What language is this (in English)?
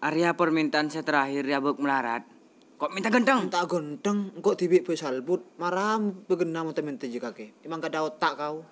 Madurese